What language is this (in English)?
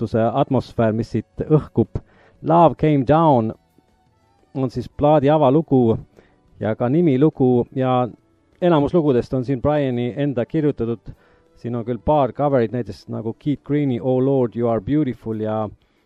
Estonian